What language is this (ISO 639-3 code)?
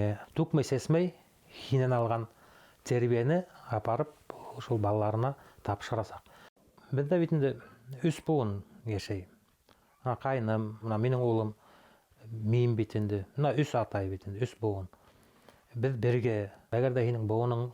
bak